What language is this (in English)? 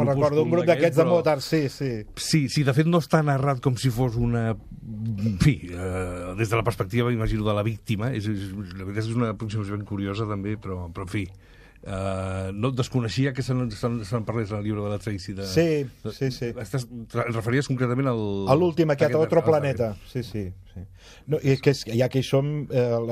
Catalan